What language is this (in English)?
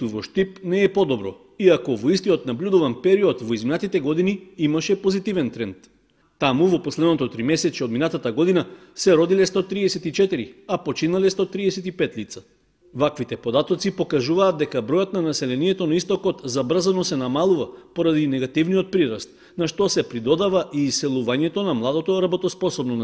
Macedonian